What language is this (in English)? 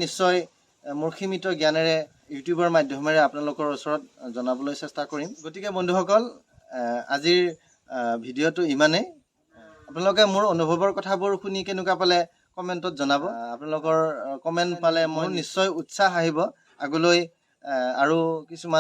Assamese